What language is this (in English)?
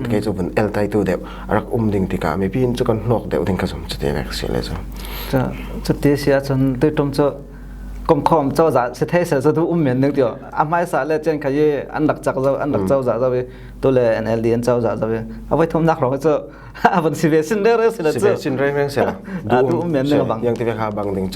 Falam Chin